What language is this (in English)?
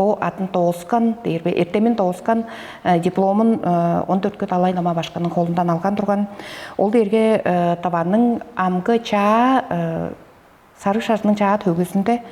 Tuvinian